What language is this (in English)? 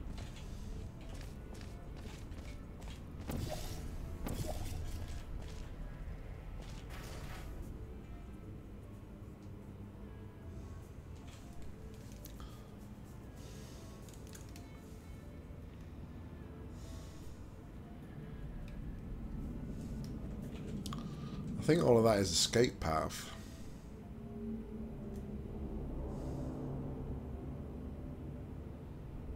English